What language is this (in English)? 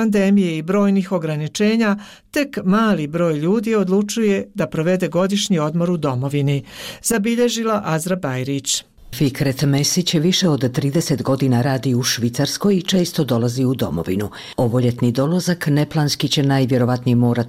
Bosnian